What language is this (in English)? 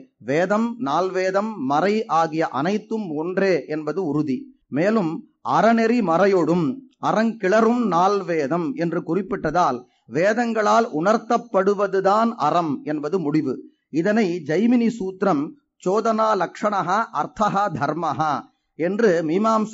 Tamil